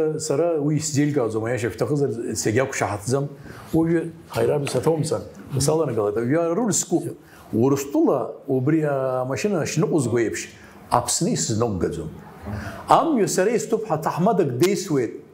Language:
Abkhazian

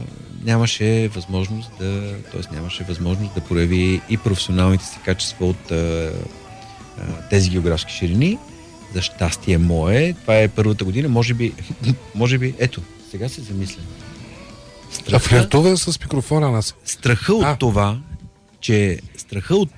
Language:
Bulgarian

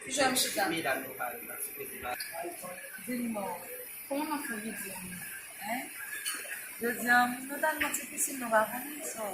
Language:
Haitian Creole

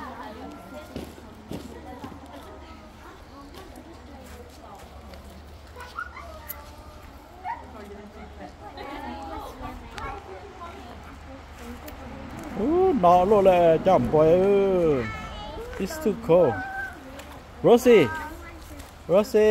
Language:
Vietnamese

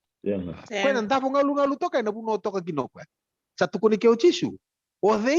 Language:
Fijian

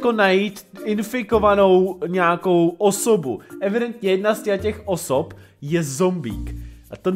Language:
Czech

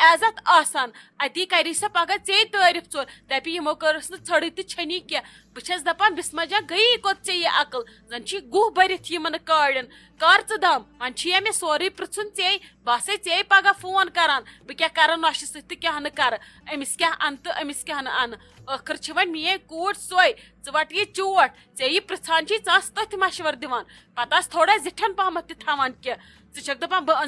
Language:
Kashmiri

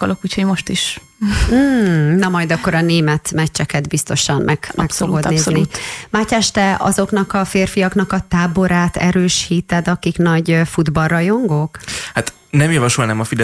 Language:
Hungarian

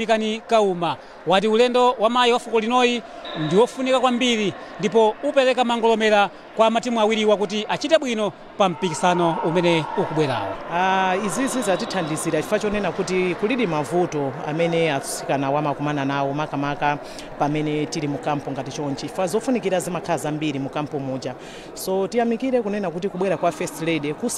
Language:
Nyanja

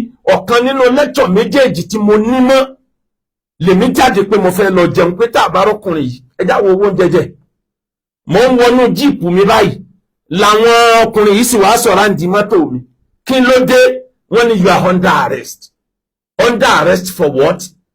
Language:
Yoruba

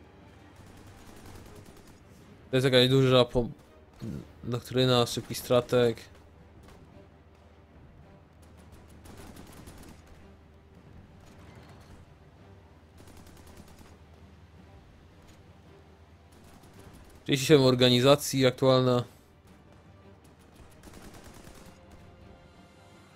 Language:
Polish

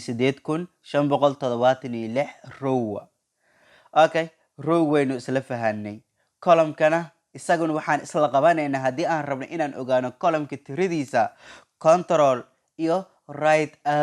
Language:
Somali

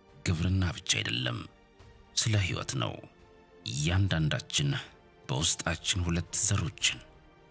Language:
Amharic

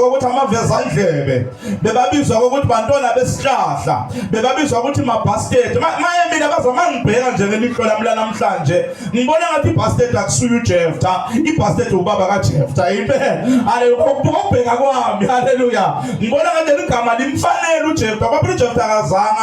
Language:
Zulu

